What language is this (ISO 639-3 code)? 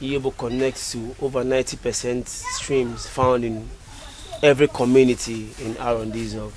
ibo